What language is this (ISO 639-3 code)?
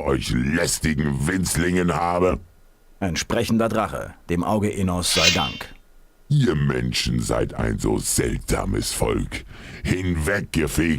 bar